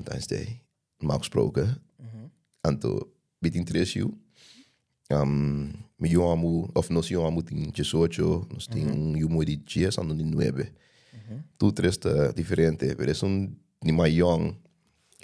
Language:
Papiamento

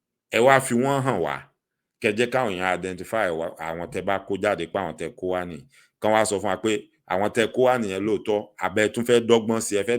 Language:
Yoruba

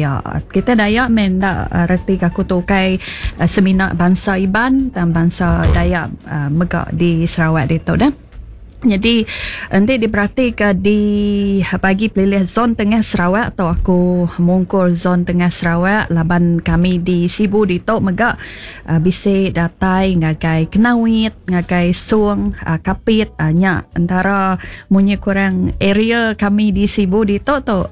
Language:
Iban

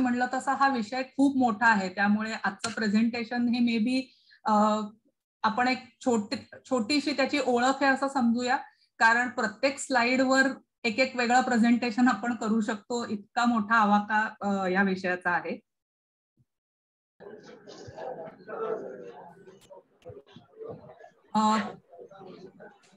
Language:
Marathi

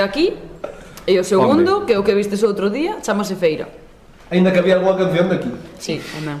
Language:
Galician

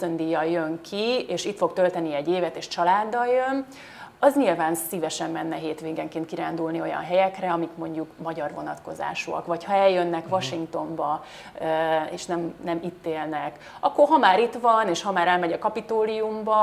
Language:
Hungarian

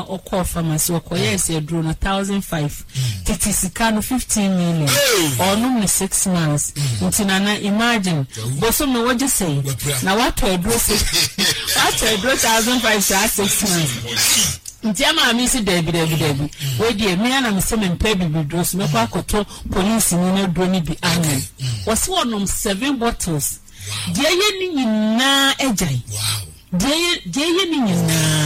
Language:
Akan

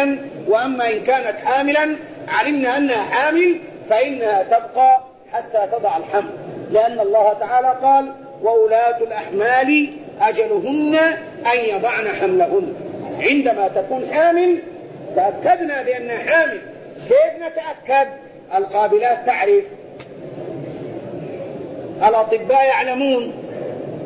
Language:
Arabic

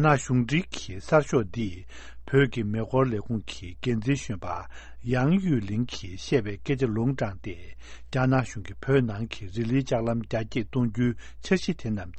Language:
Tibetan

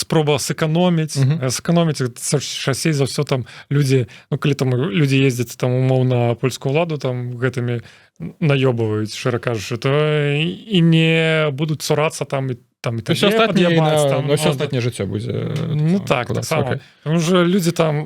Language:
Belarusian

